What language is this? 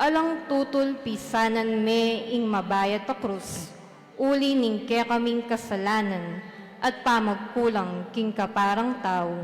Pampanga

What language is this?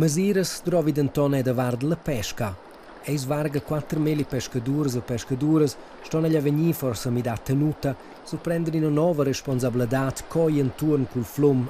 Romansh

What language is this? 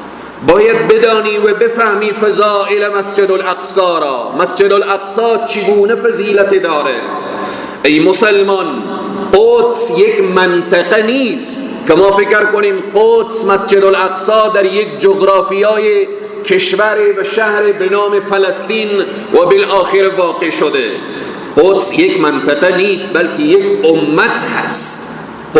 Persian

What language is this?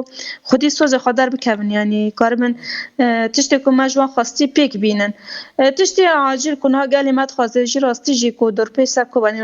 Kurdish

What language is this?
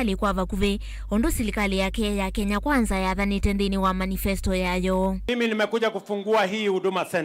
Kamba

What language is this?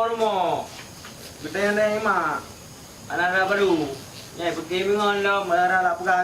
Achinese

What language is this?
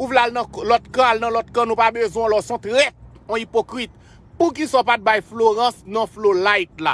Haitian Creole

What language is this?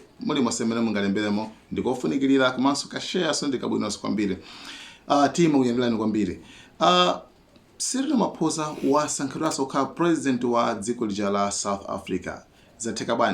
Nyanja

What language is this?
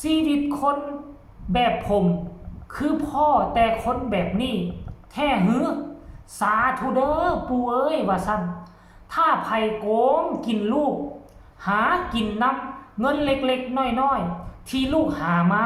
Northeastern Thai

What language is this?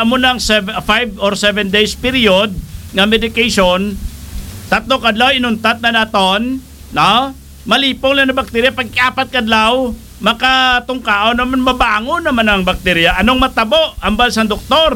Hiligaynon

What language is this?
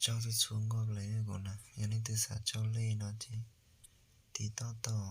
Hmong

